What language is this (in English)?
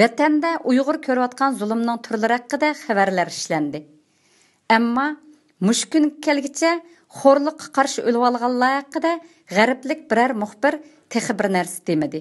Uyghur